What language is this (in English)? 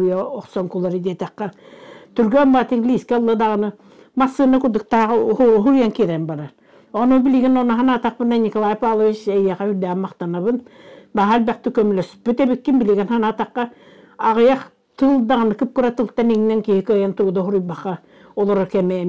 Yakut